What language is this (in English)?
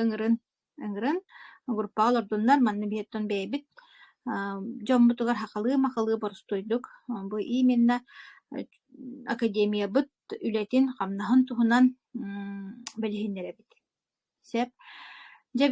Yakut